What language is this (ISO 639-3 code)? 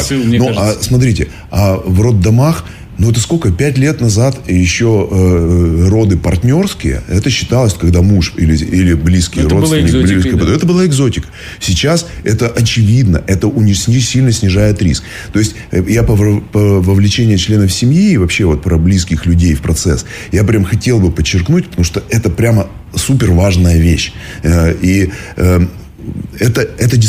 rus